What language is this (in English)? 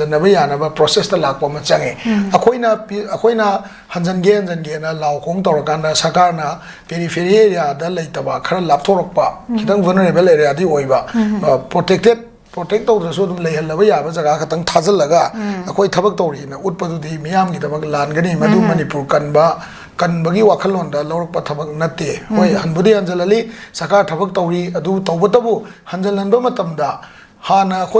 Manipuri